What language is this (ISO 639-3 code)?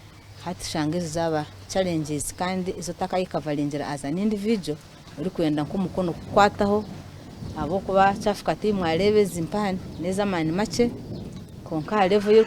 nyn